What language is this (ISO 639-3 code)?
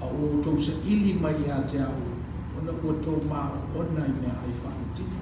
smo